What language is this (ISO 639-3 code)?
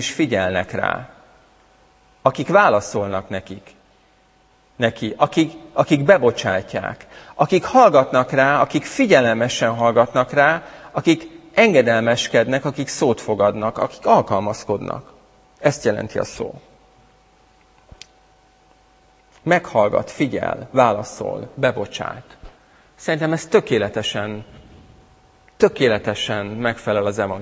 hun